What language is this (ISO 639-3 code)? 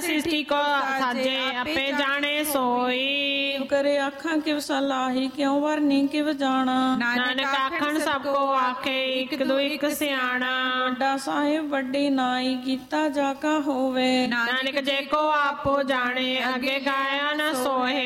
pan